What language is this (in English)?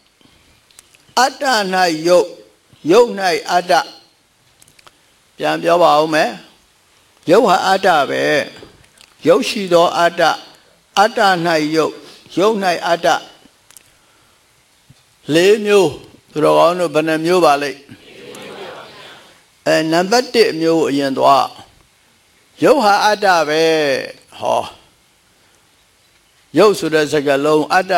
Burmese